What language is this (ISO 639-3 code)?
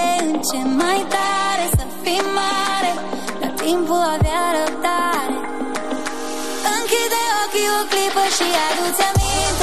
ron